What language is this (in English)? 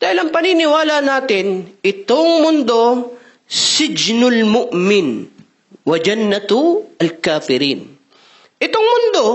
Maranao